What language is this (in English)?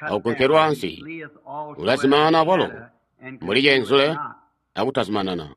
Tonga (Zambia)